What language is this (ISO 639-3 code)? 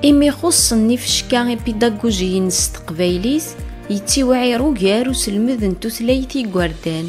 kab